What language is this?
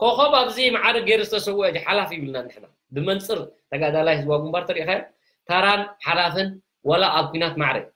Tigrinya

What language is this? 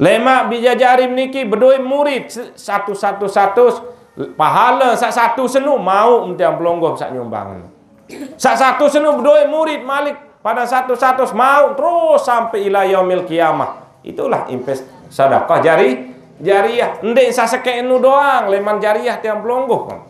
Sasak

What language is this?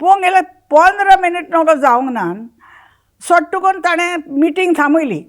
Konkani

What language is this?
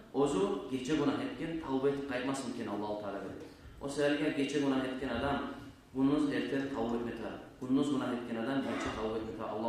Kumyk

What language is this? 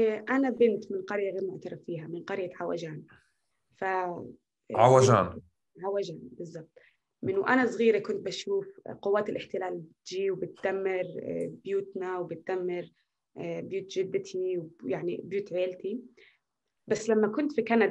North Levantine Arabic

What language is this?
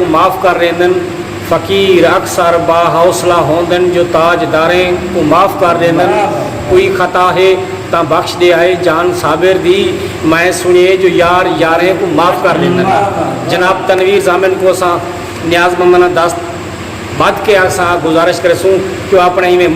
Saraiki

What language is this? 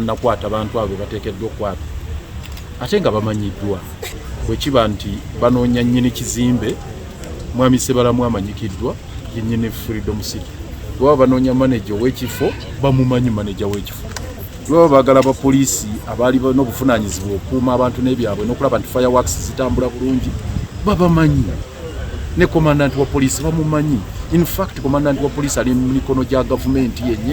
Ganda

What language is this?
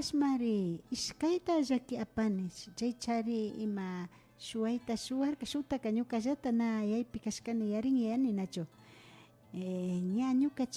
Imbabura Highland Quichua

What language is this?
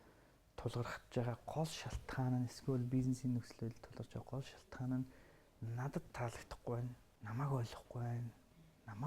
Mongolian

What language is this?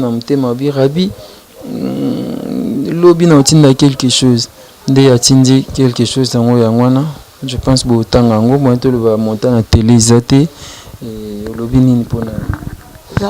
Lingala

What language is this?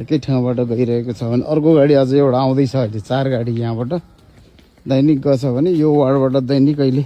Nepali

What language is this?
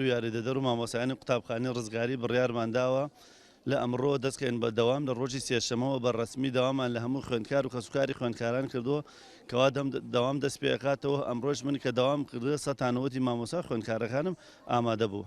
Central Kurdish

